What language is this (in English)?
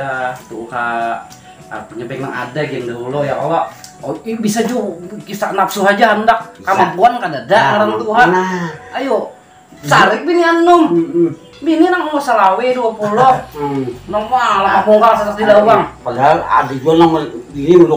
Banjar